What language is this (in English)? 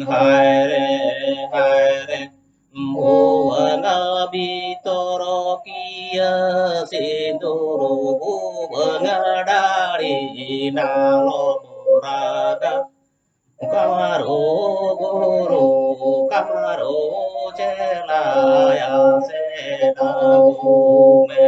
Santali